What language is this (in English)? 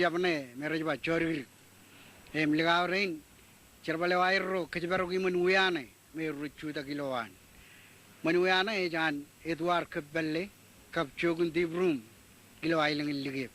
Marshallese